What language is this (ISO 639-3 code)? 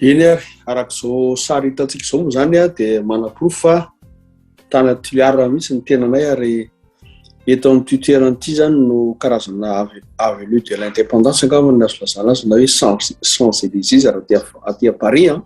mlg